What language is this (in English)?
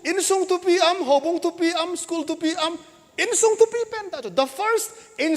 Thado Chin